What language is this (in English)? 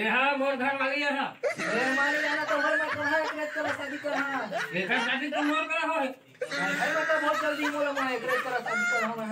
Chhattisgarhi